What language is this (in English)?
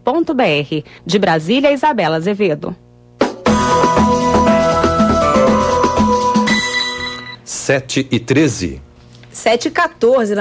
Portuguese